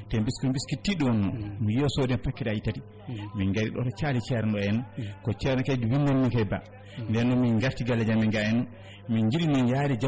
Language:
Fula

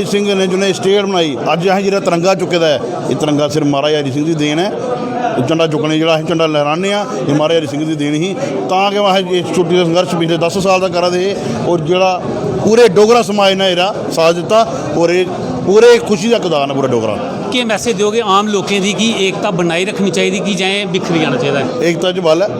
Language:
Dogri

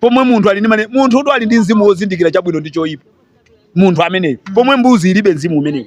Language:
Nyanja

